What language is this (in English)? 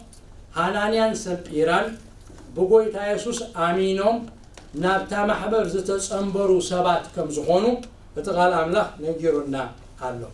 Tigrinya